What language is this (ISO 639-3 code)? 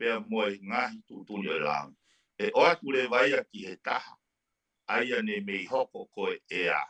ton